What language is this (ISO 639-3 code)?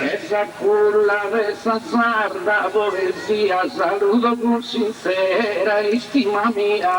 srd